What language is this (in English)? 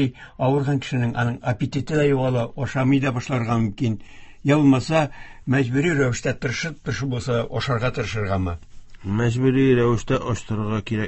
Tatar